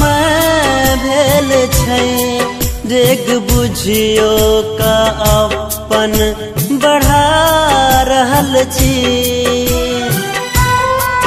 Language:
Maithili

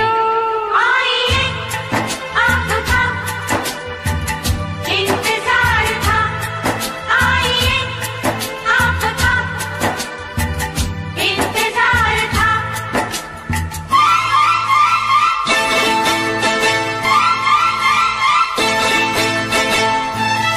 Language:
Hindi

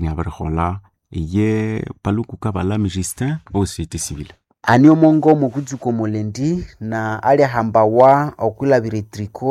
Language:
Nande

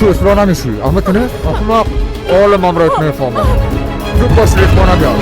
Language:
Persian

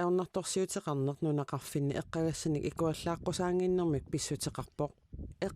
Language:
Kalaallisut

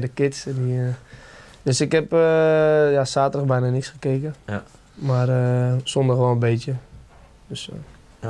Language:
Dutch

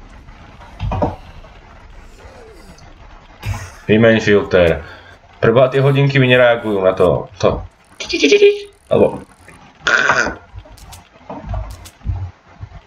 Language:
Slovak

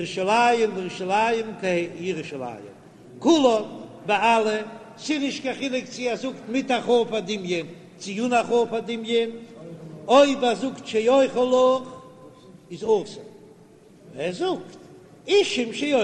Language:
Yiddish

